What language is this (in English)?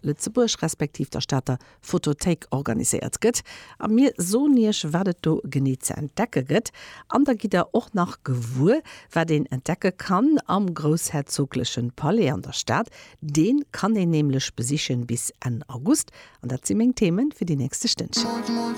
Luxembourgish